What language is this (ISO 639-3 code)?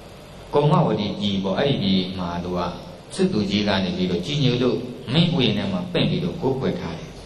mya